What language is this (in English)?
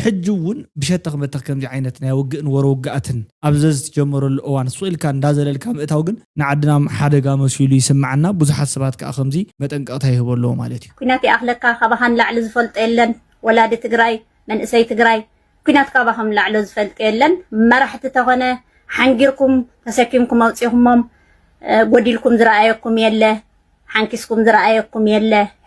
Tigrinya